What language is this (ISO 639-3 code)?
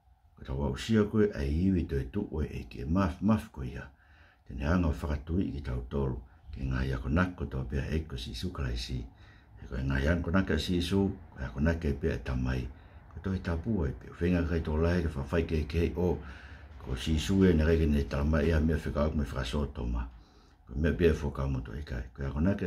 ton